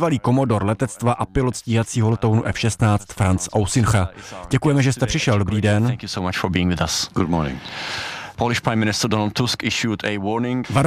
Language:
Czech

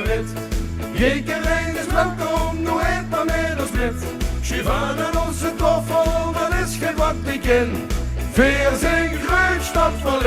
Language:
Limburgish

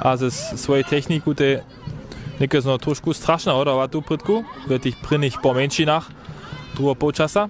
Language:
Upper Sorbian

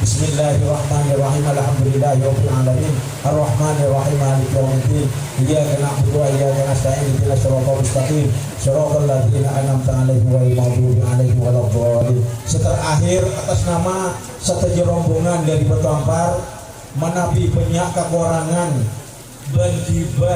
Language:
Madurese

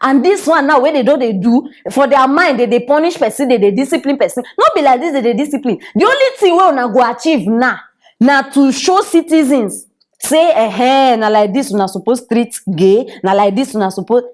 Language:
Nigerian Pidgin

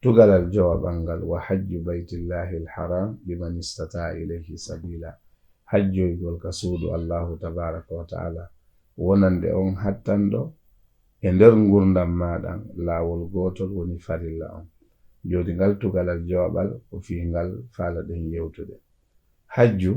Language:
Fula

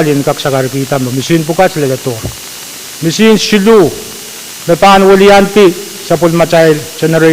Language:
Pohnpeian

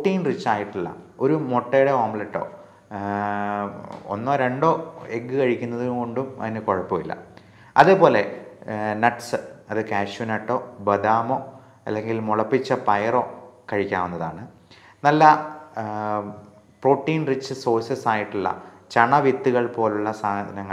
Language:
Malayalam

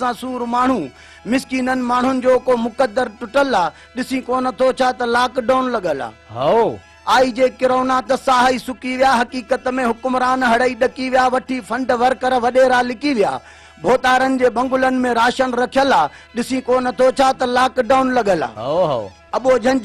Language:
Sindhi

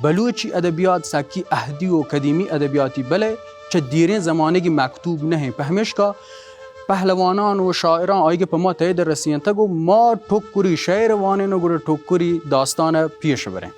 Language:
Baluchi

